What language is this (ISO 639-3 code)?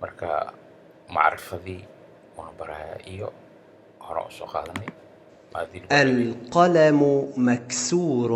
som